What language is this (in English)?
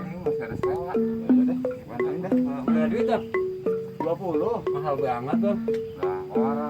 Betawi